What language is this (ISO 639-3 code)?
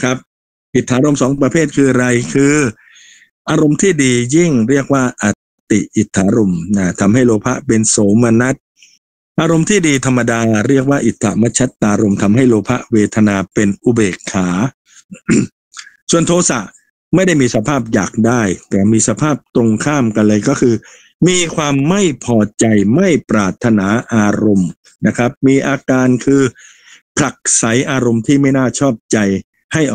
tha